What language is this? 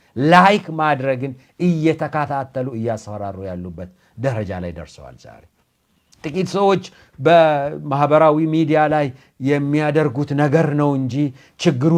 Amharic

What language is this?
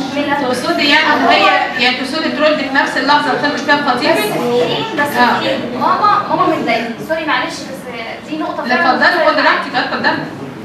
Egyptian Arabic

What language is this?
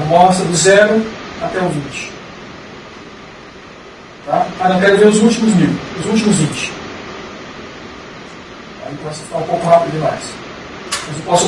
Portuguese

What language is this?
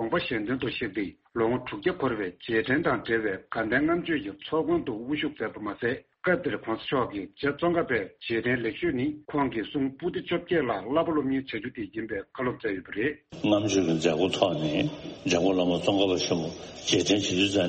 Tibetan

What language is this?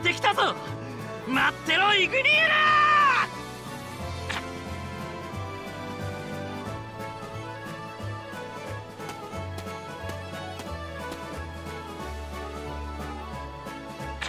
Japanese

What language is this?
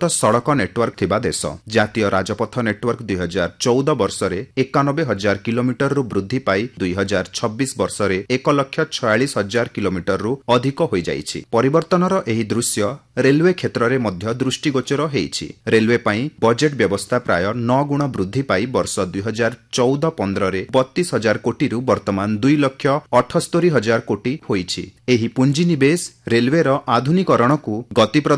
Odia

